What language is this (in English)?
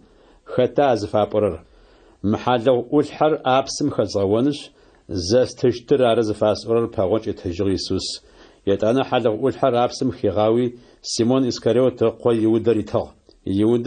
Adyghe